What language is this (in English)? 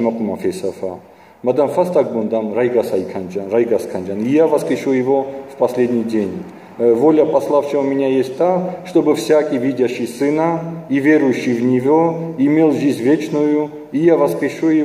Ossetic